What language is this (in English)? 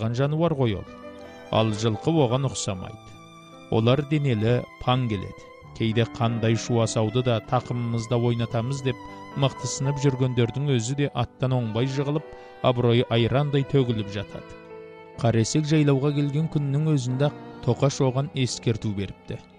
Kazakh